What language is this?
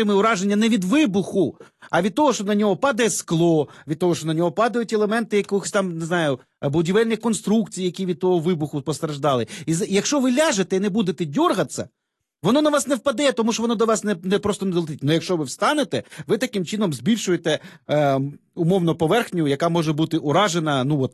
Ukrainian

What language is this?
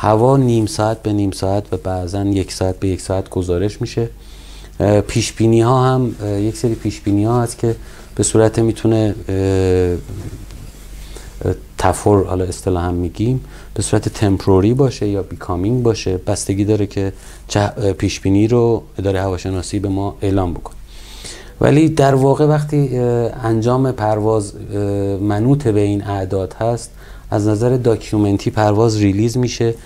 Persian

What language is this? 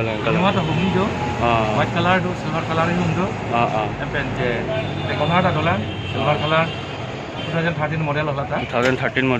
Karbi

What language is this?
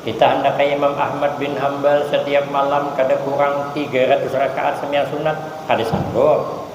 Banjar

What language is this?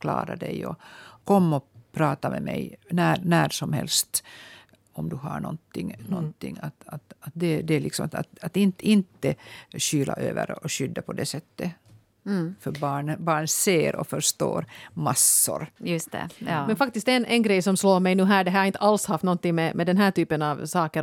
Swedish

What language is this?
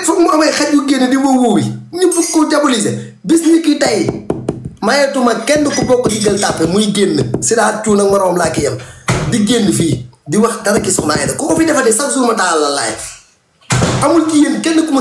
Wolof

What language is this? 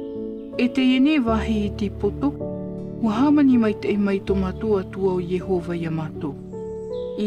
Tahitian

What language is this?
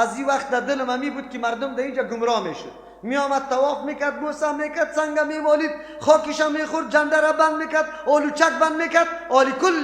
Persian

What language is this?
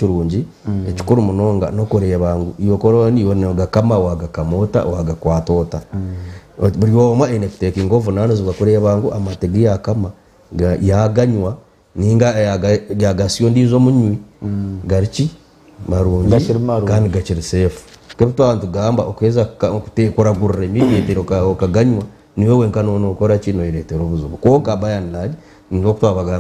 Nyankole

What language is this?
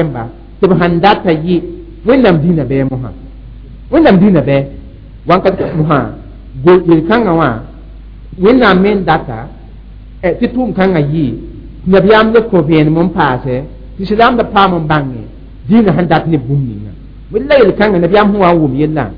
Mossi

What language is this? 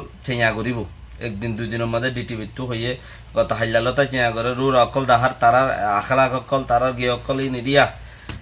Rohingya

